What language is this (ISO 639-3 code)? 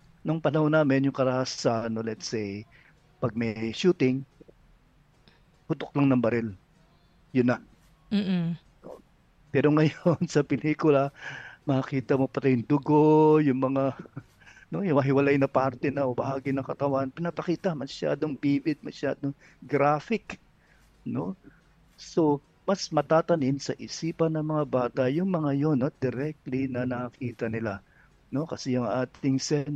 fil